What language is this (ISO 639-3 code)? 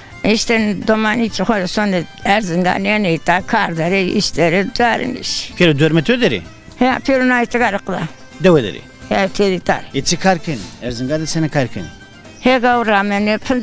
zza